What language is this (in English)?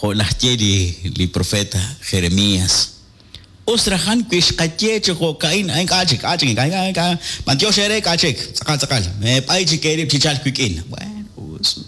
Kekchí